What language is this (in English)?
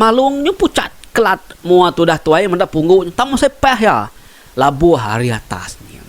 Iban